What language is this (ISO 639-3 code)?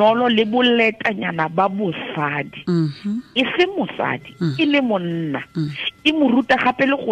tsn